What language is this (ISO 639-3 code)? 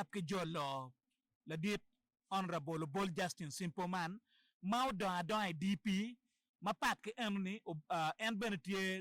ach